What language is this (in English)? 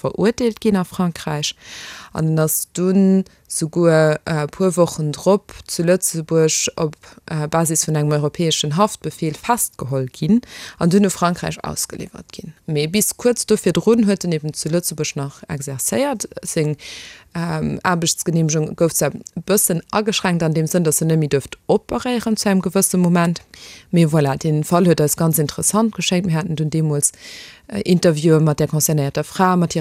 Luxembourgish